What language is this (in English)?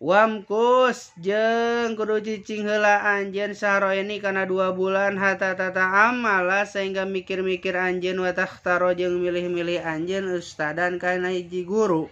Sundanese